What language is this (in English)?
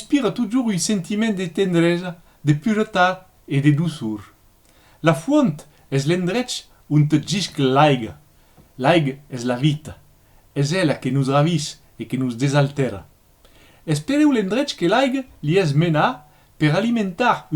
Occitan